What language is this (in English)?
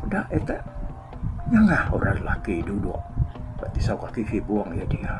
Iban